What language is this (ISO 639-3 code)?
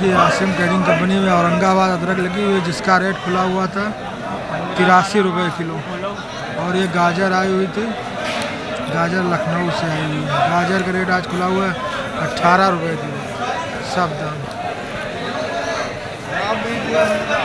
hin